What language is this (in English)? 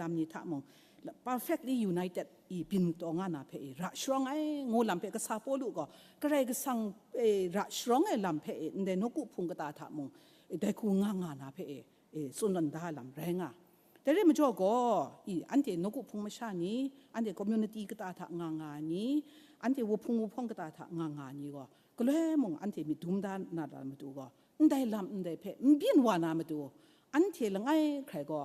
Kachin